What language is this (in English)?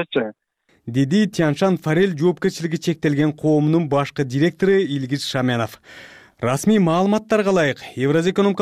Kyrgyz